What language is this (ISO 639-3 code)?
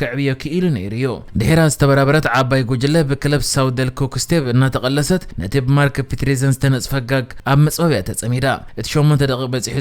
tir